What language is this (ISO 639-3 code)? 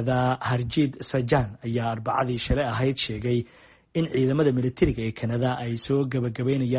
som